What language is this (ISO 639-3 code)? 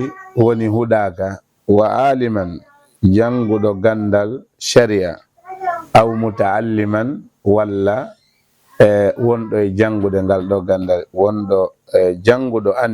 ful